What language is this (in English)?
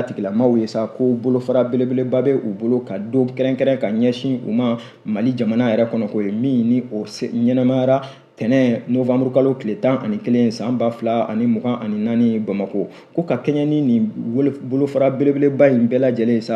Bambara